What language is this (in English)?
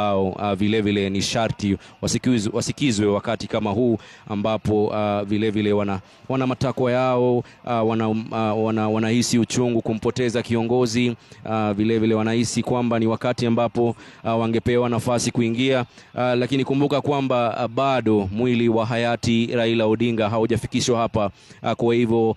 Swahili